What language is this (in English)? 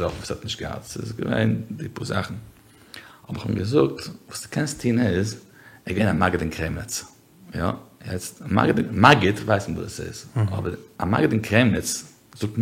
Yiddish